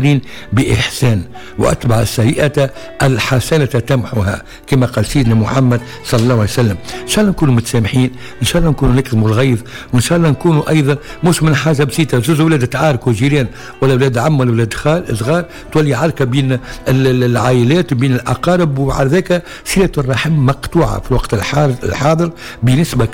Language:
Tunisian Arabic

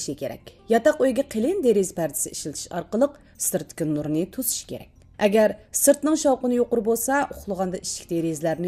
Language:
Uyghur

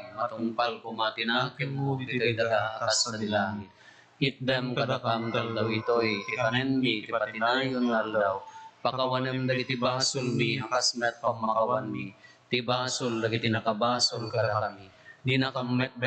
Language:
Iloko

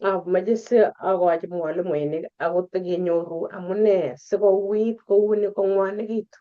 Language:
Kalenjin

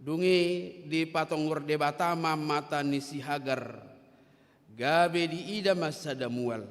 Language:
Batak Toba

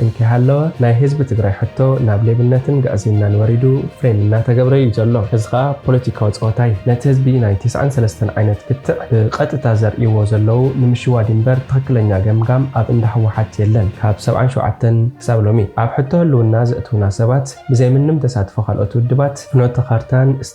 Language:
Tigrinya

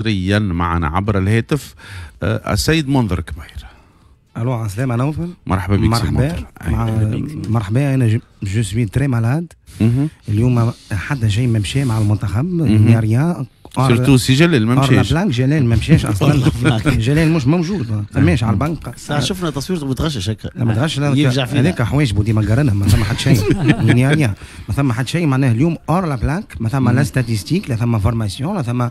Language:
Tunisian Arabic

